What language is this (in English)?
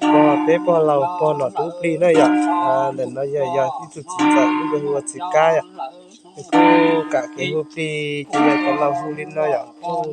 Hmong